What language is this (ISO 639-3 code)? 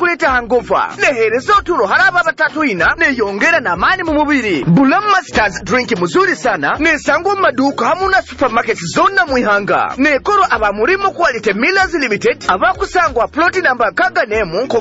nyo